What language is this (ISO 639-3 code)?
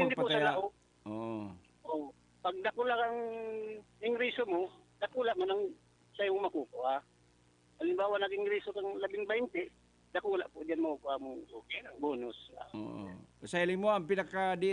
bik